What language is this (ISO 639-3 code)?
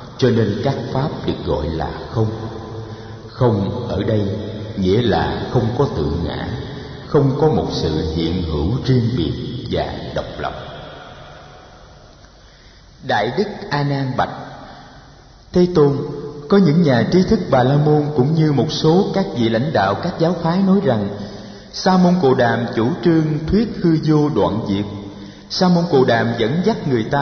vie